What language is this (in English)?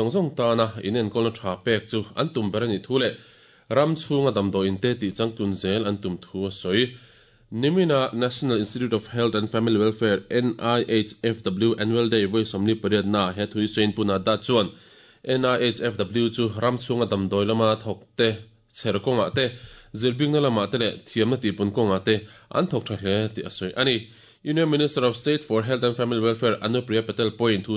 Mizo